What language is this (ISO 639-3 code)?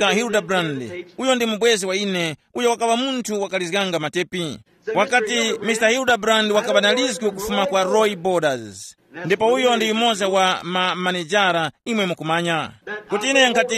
tum